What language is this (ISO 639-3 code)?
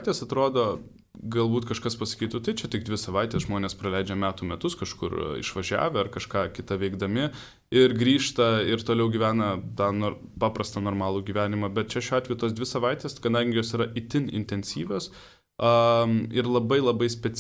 lit